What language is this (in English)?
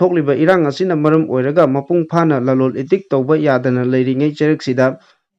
Manipuri